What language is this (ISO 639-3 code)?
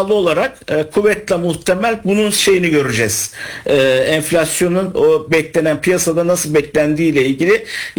tur